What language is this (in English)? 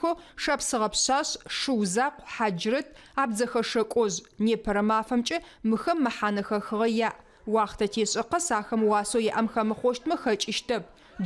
Adyghe